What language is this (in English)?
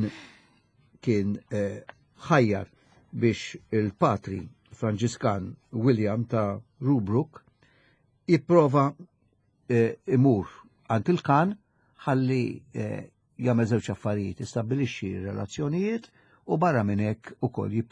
Maltese